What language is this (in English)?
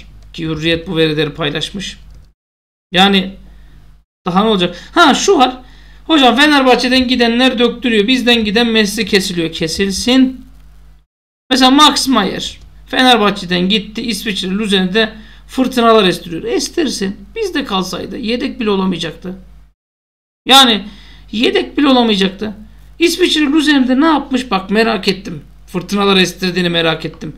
Turkish